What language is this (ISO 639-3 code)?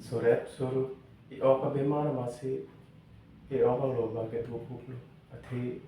mjw